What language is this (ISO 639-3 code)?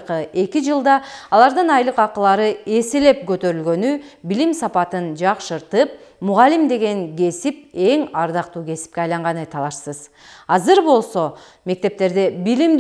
kir